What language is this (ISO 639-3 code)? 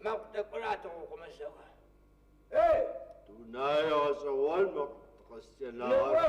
ady